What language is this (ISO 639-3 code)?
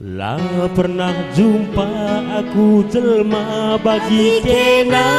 btx